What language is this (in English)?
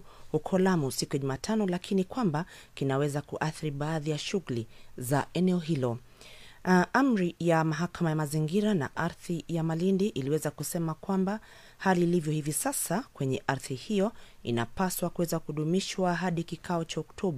Swahili